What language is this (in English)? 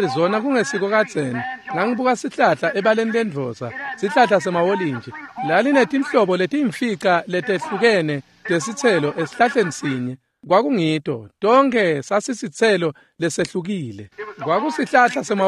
Swati